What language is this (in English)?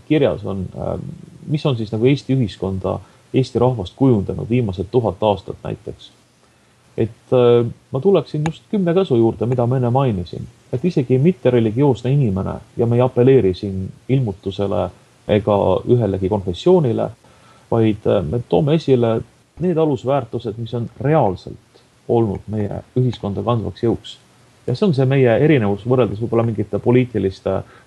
Estonian